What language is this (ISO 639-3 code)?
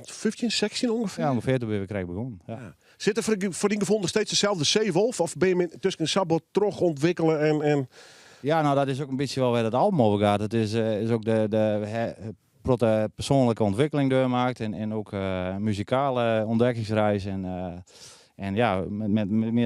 fry